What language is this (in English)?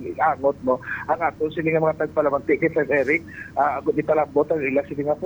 Hiligaynon